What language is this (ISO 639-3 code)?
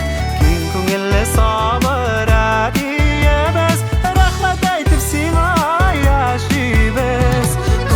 bak